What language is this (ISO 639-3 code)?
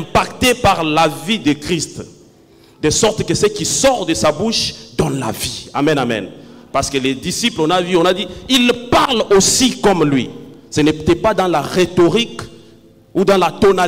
fra